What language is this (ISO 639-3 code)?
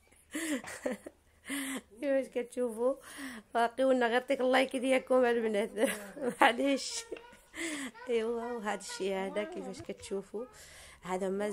ary